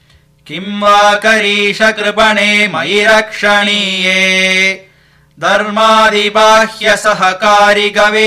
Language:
Sanskrit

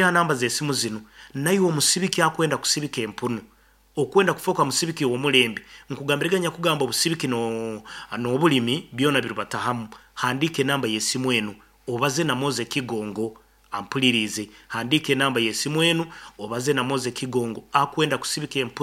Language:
Nyoro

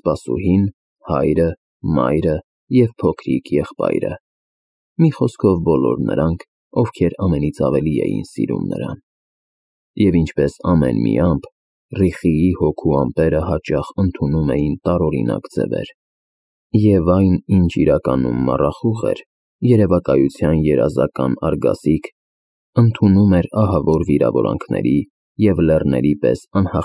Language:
Armenian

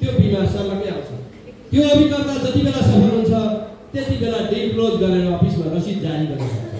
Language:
Nepali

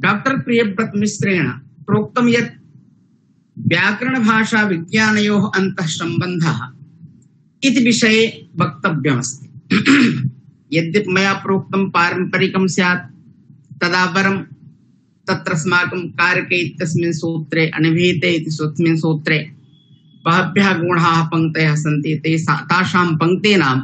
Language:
Sanskrit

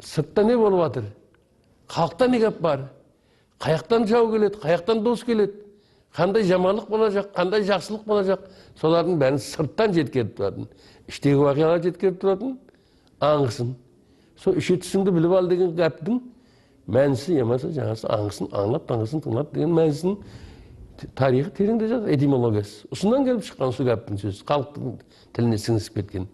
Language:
Kara-Kalpak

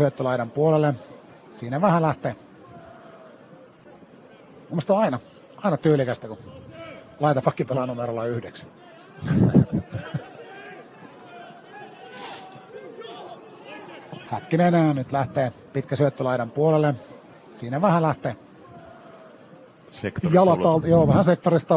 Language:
Finnish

